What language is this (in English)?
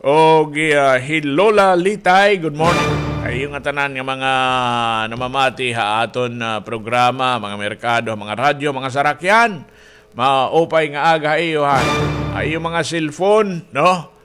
Waray